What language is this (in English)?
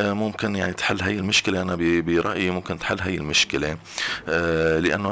North Levantine Arabic